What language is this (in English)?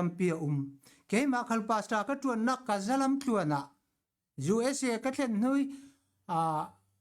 Falam Chin